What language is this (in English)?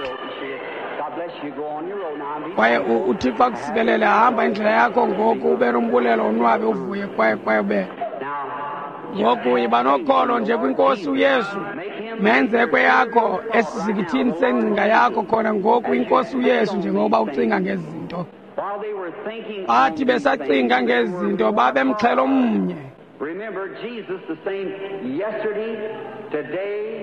Xhosa